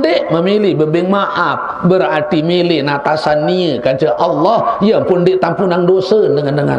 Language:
Sasak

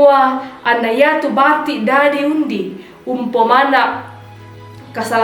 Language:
Toraja-Sa'dan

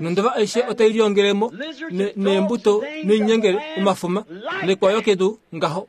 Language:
Kuanyama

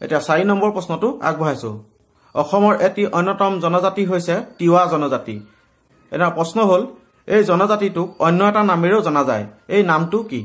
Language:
Assamese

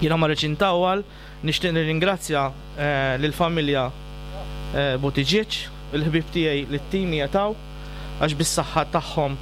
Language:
Maltese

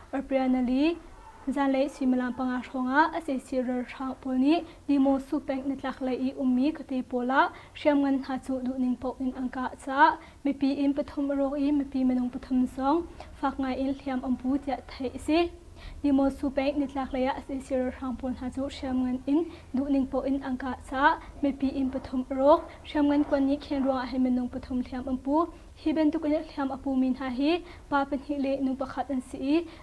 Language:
Hakha Chin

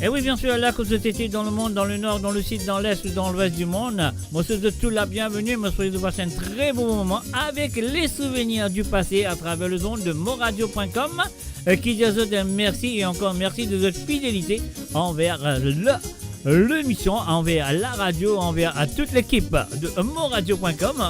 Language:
Morisyen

